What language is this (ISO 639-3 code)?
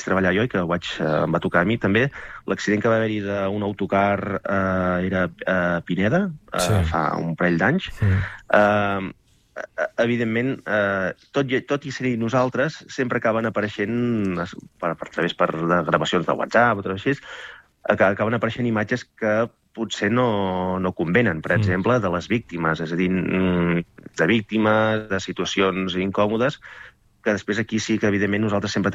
cat